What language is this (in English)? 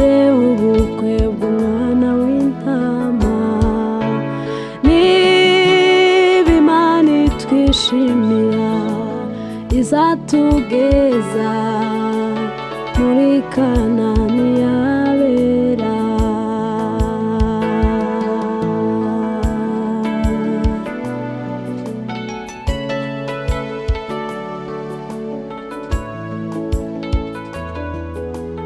Kinyarwanda